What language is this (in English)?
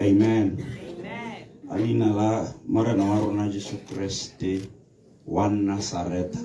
Tswana